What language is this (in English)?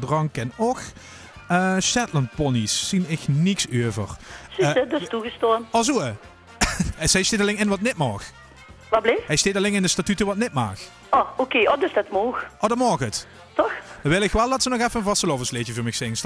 Limburgish